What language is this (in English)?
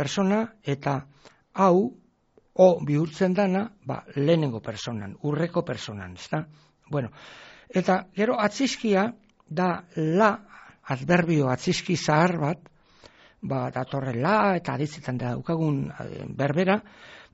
Basque